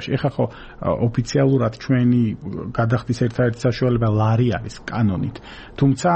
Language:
Georgian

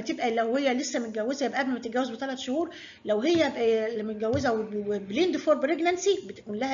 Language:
Egyptian Arabic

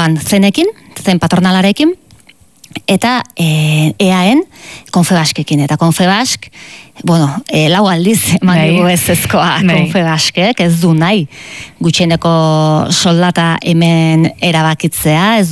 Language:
Basque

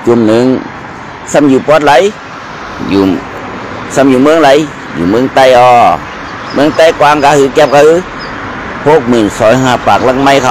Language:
Shan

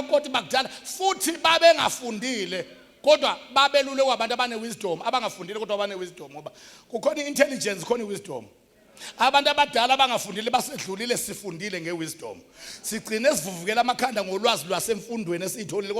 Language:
Zulu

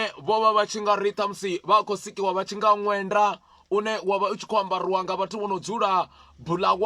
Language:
Venda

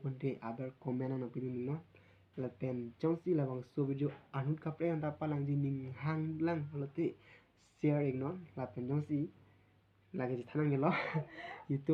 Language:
Karbi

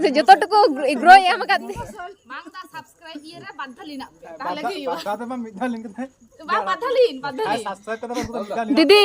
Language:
Santali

